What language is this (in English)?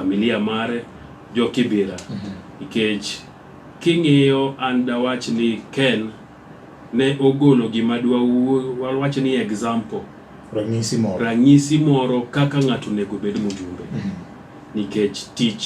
Luo (Kenya and Tanzania)